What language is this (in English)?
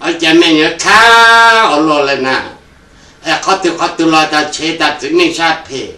Hmong